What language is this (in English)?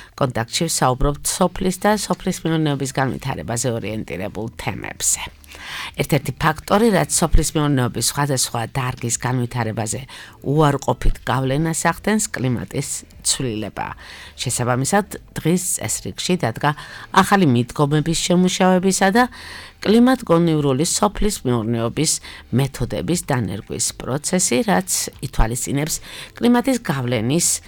Georgian